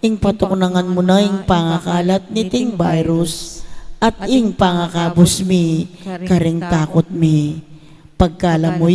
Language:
Pampanga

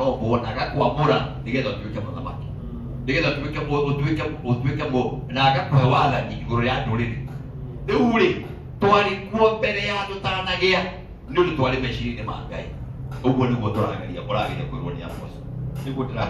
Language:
Kikuyu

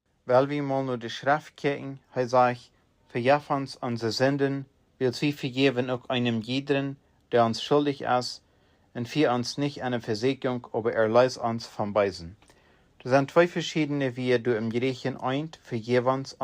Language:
Plautdietsch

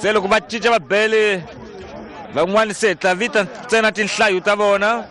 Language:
Tsonga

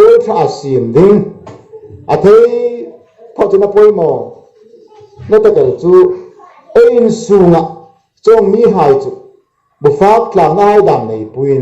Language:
Hmar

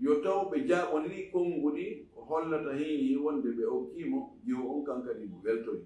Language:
Fula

